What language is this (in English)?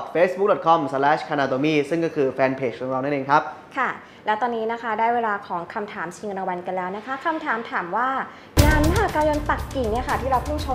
Thai